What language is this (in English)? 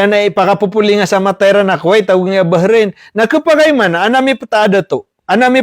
Maranao